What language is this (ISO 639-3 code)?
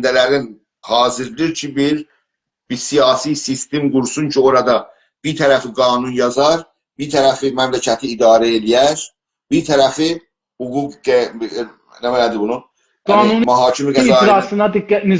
azb